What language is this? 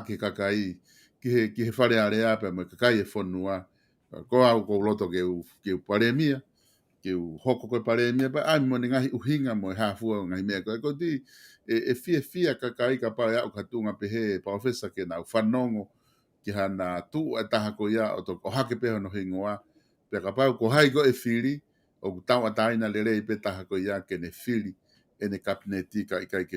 Tongan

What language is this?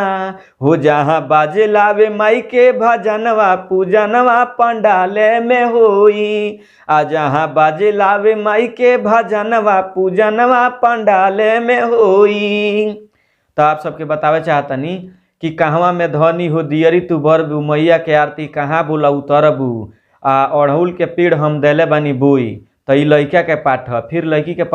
Bhojpuri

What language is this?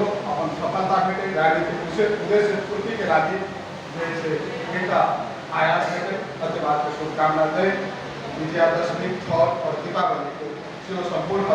Maithili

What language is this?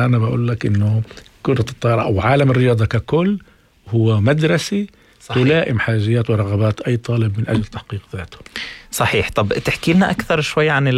North Levantine Arabic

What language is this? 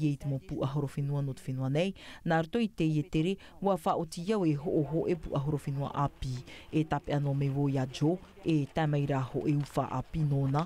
Tahitian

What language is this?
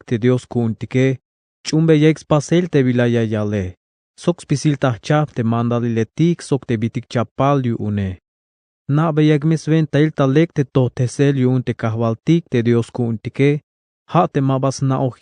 Tzeltal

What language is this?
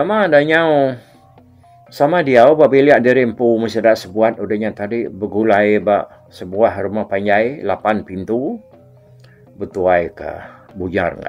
Iban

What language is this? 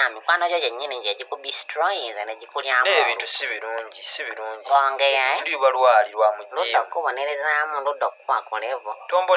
Ganda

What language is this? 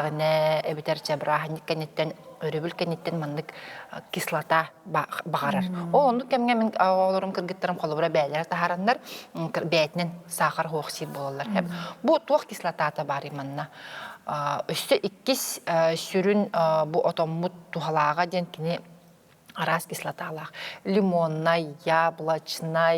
Yakut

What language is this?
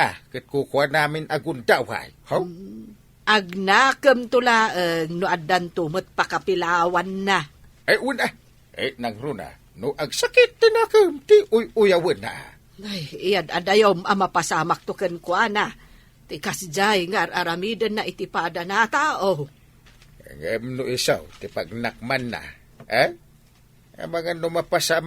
Iloko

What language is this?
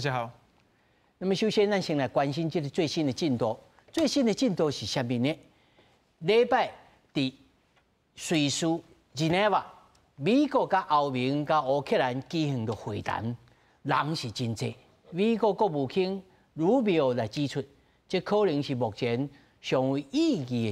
Min Nan Chinese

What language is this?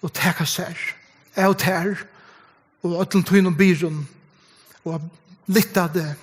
Faroese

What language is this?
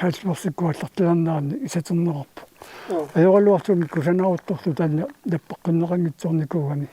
Kalaallisut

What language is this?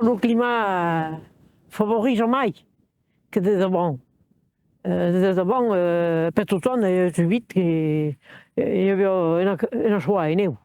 Occitan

